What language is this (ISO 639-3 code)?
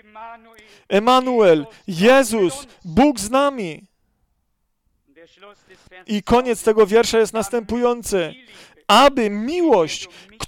pol